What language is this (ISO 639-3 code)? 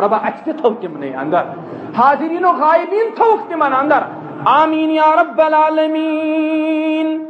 kas